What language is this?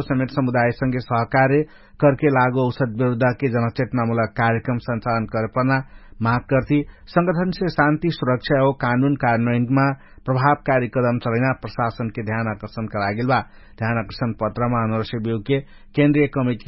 Dangaura Tharu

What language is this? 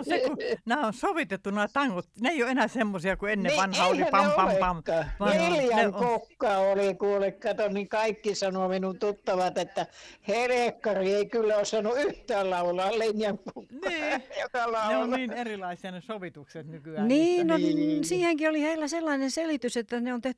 Finnish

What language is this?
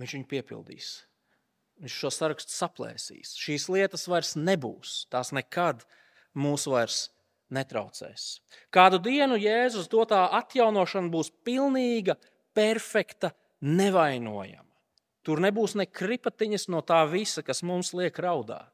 Latvian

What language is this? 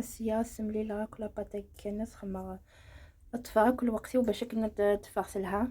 Kabyle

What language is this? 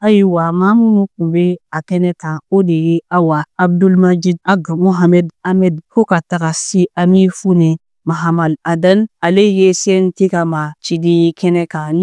Bambara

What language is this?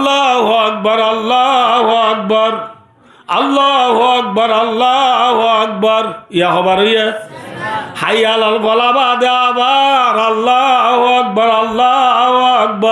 Rohingya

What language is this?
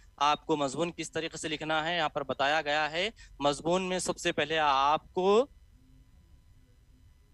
Urdu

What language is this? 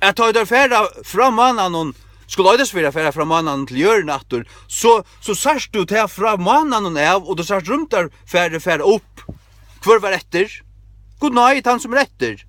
Faroese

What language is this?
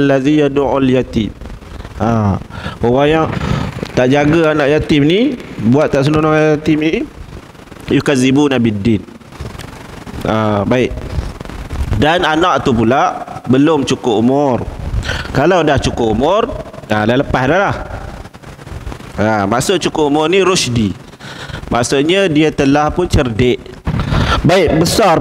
Malay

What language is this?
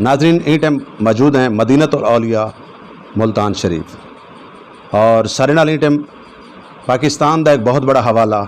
Saraiki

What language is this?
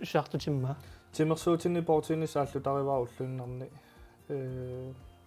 Kalaallisut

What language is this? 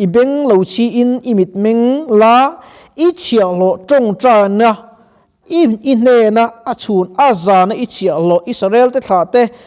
Mizo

